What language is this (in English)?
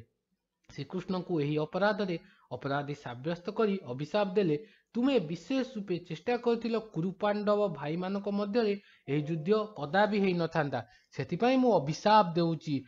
Odia